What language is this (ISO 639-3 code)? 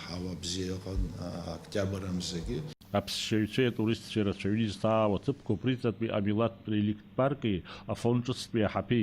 abk